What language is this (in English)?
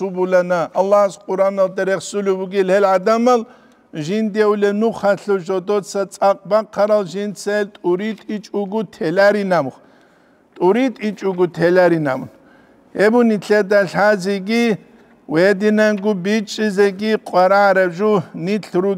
Avaric